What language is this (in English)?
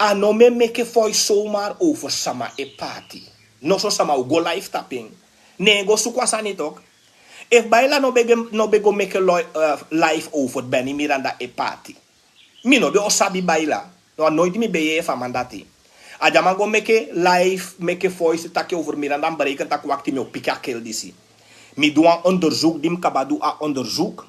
Sranan Tongo